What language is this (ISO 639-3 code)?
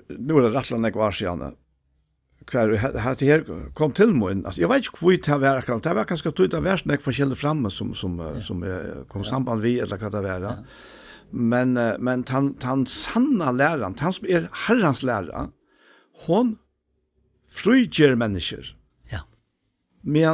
fao